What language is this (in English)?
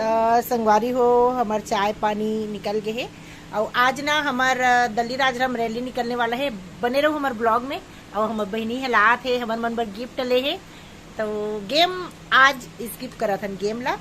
Chhattisgarhi